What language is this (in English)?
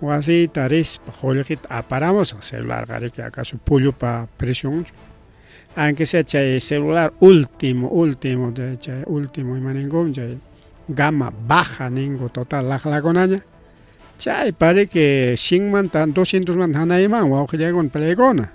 Ayacucho Quechua